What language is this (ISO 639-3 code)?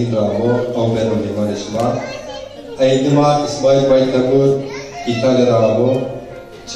zza